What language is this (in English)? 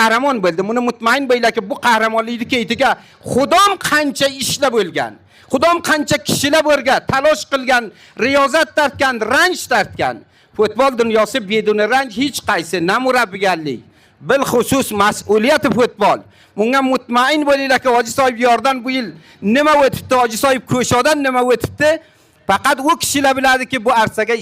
Uzbek